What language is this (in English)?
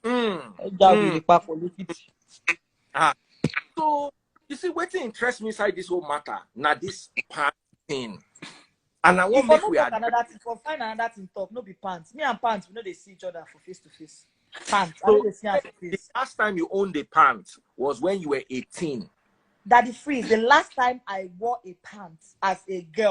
Nigerian Pidgin